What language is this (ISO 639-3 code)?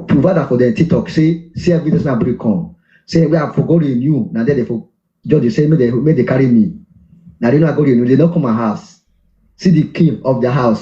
pcm